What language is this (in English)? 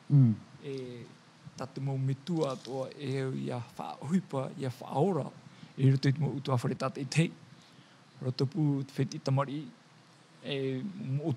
Tahitian